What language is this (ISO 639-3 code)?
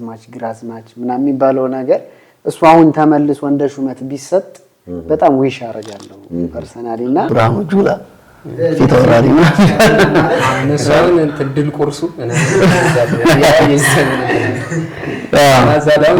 amh